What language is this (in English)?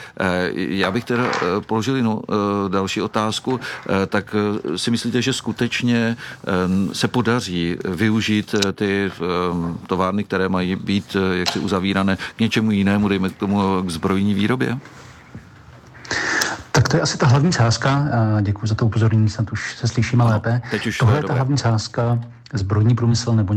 Czech